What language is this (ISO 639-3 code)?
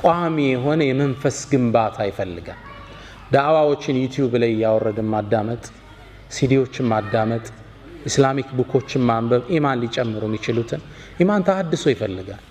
amh